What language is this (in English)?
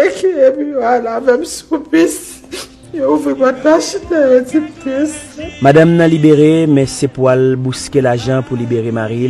Haitian Creole